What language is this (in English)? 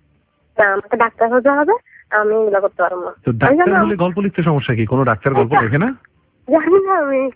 Bangla